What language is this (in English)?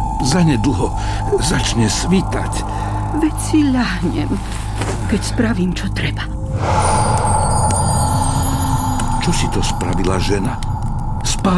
Slovak